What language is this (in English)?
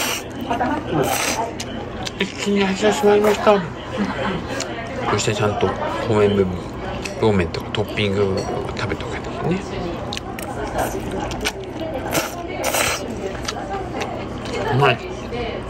Japanese